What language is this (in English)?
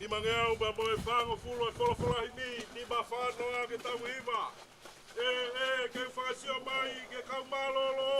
Tongan